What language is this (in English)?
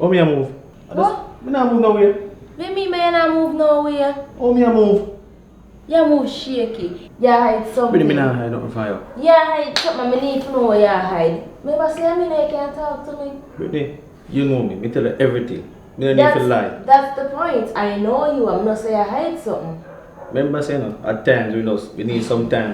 Jamaican Creole English